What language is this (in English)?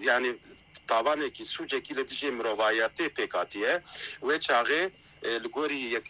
Kurdish